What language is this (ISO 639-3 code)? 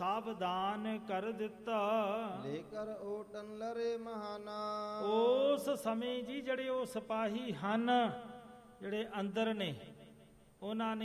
pan